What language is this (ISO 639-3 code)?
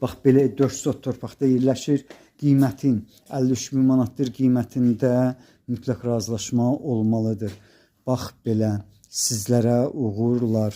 aze